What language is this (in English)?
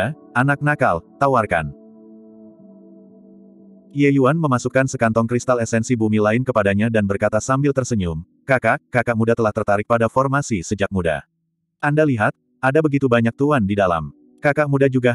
Indonesian